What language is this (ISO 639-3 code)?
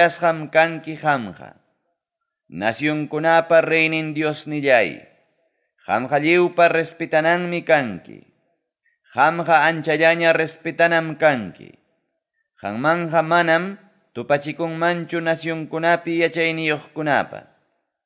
quy